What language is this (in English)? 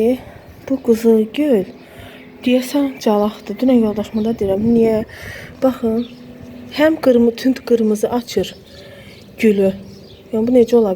Azerbaijani